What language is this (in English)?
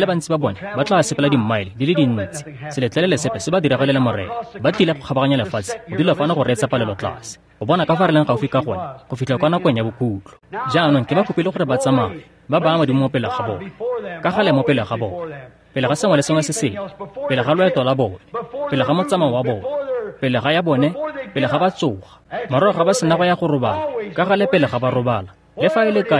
Tswana